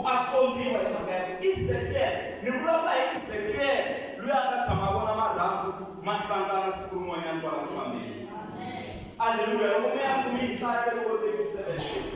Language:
Tsonga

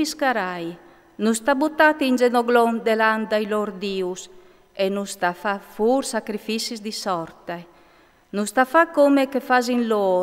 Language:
Friulian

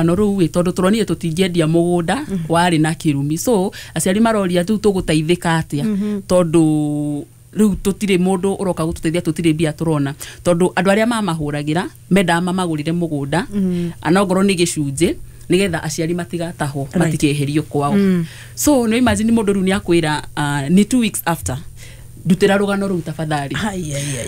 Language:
Kikuyu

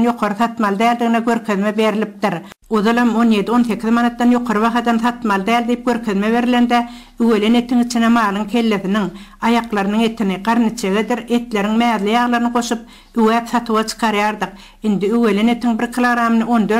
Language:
Turkmen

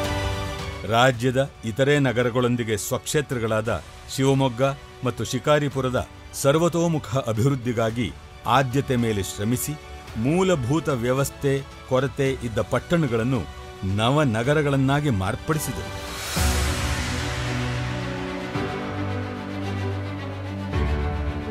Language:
Kannada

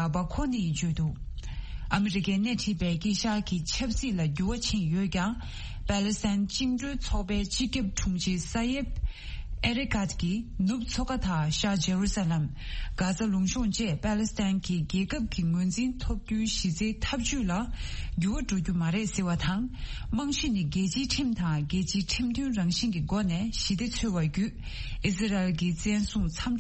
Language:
Tibetan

